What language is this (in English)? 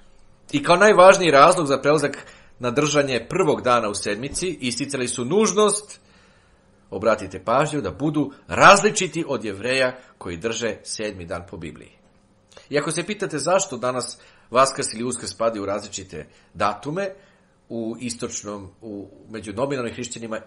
Serbian